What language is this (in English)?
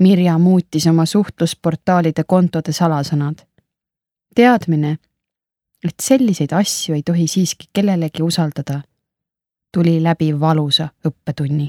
Estonian